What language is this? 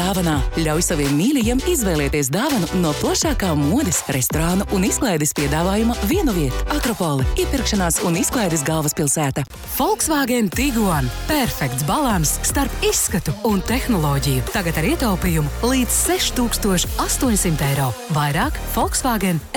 Latvian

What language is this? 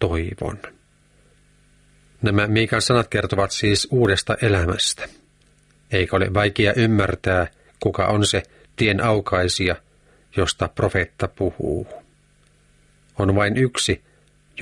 Finnish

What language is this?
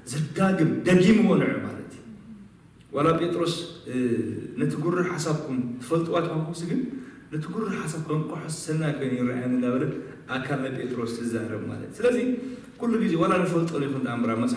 Tigrinya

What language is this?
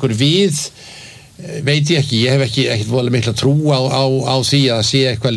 Icelandic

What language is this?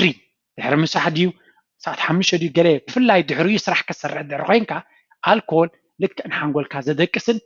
Tigrinya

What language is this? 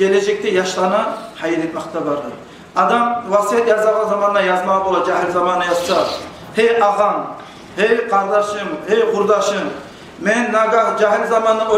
Kumyk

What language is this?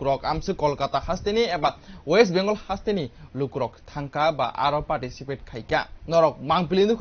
Kok Borok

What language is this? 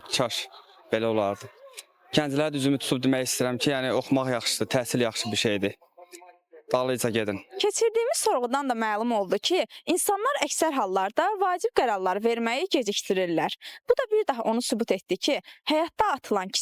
Azerbaijani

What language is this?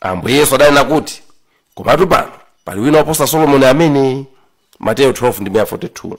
Nyanja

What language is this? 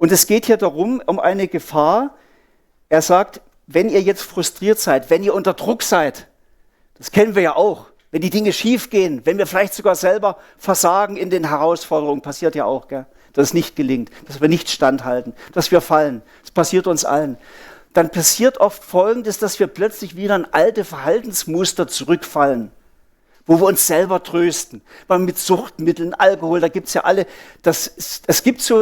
Swiss German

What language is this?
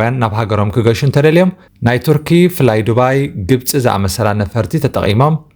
Tigrinya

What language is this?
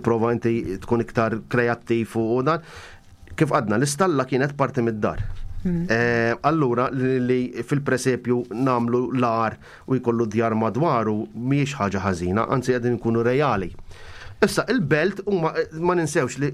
Maltese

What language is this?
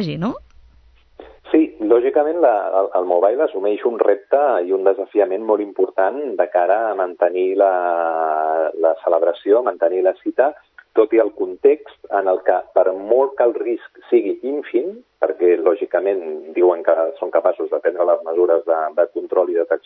Catalan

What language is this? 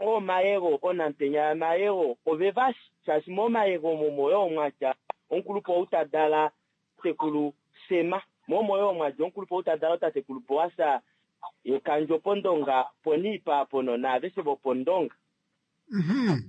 Kuanyama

